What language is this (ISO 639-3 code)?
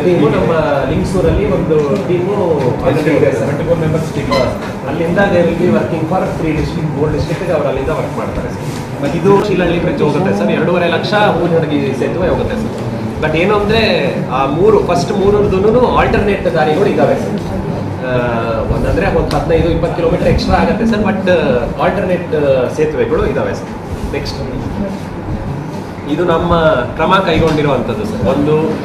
kan